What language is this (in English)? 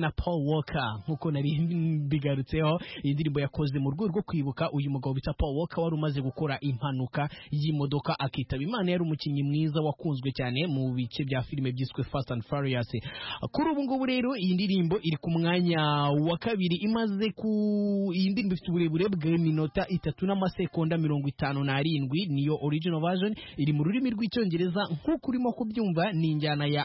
Kinyarwanda